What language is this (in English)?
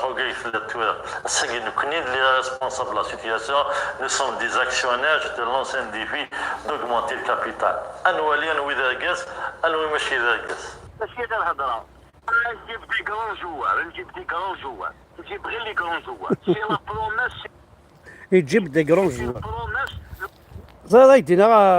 Kabyle